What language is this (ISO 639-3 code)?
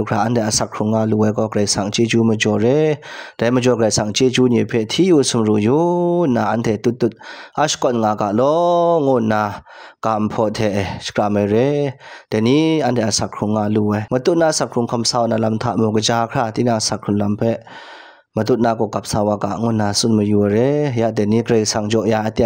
kac